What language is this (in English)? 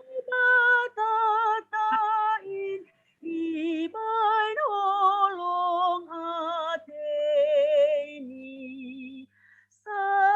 Batak Simalungun